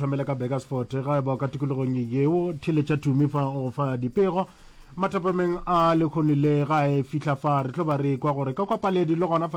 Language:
Northern Sotho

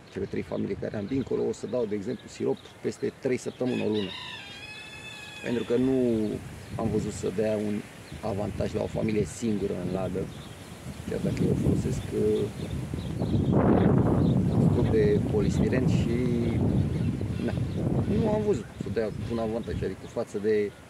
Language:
Romanian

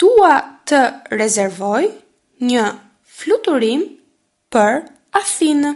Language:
Albanian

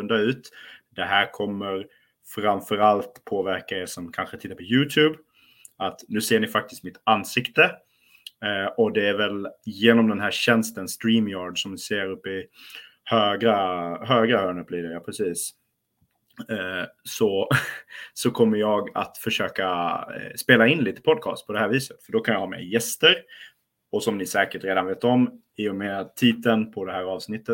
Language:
Swedish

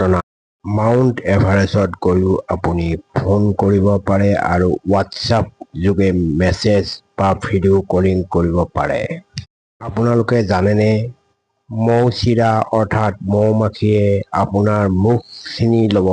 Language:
Assamese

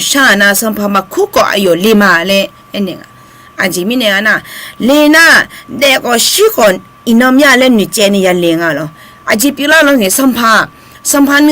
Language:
Akha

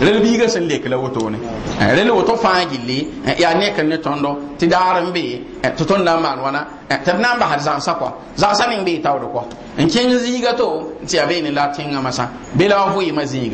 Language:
Mossi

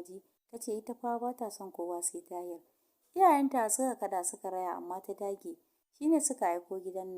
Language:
Hausa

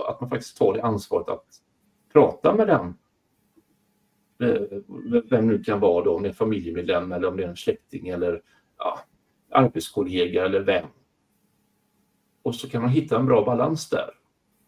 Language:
Swedish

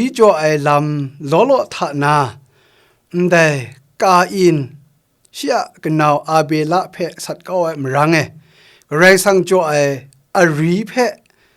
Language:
Kachin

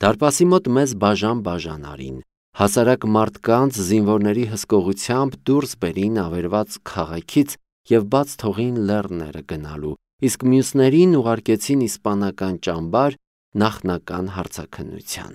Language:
Armenian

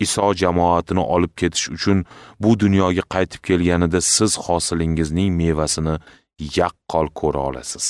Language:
Uzbek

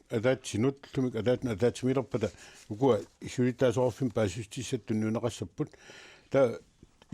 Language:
Kalaallisut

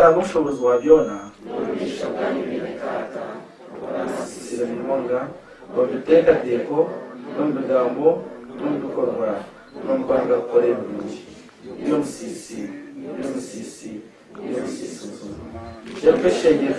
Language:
Nyankole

